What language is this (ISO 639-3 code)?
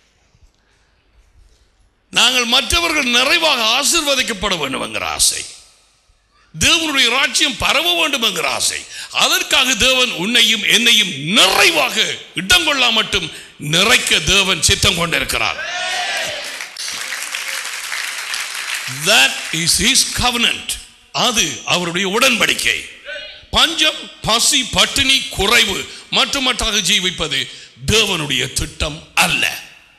tam